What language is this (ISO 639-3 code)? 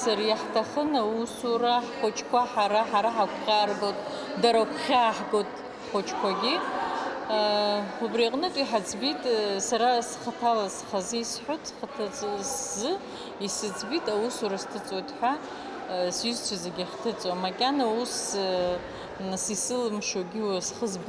abk